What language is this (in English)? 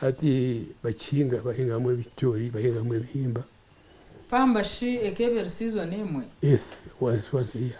Nyankole